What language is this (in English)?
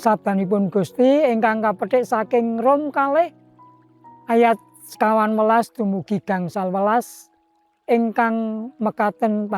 Javanese